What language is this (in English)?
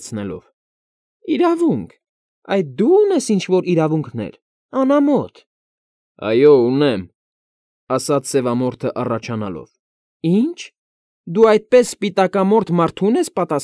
Armenian